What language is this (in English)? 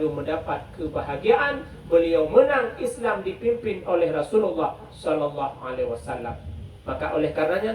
Achinese